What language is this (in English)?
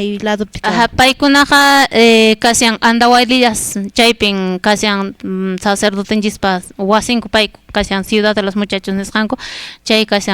Quechua